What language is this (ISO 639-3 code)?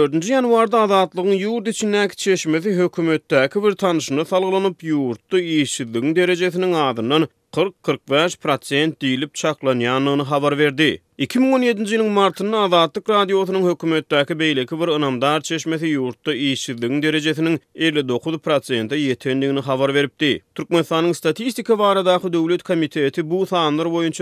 tuk